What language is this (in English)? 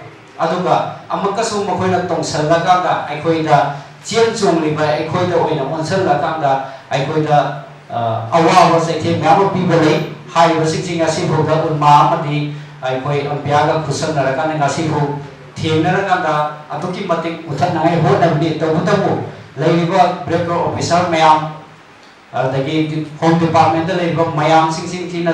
Manipuri